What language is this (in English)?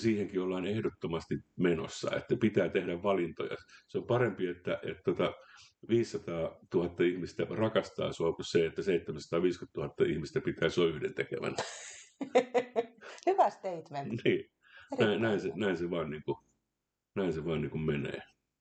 Finnish